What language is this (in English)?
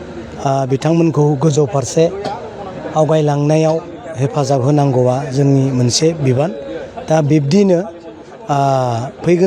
Bodo